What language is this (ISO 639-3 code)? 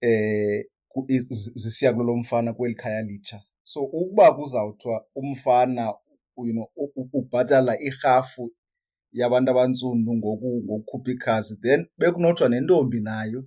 xho